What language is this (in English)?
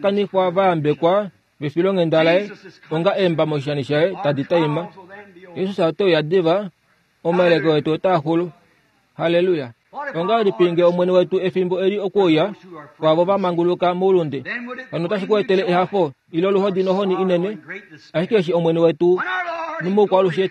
Kuanyama